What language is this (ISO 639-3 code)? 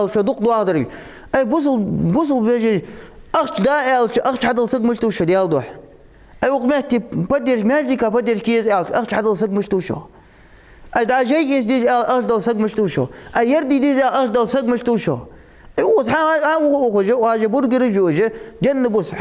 inh